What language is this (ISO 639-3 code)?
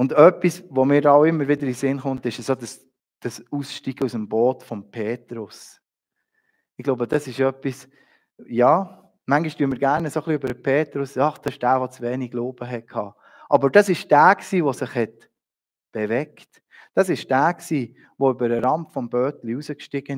gsw